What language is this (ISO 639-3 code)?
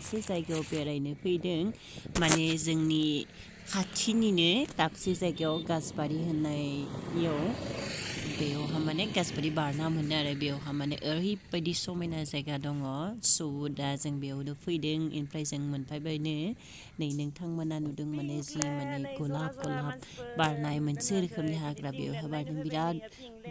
brx